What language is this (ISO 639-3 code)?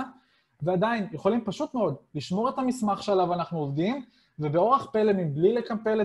heb